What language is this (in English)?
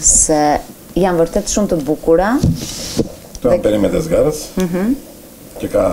Albanian